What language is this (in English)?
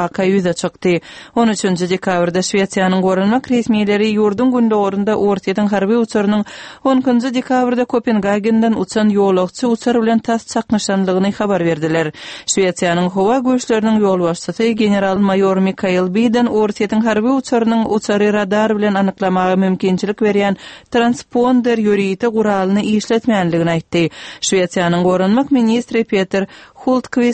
Turkmen